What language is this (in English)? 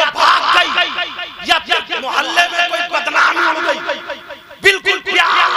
Hindi